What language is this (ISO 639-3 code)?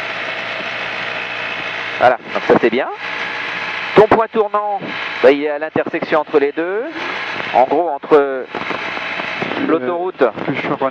fra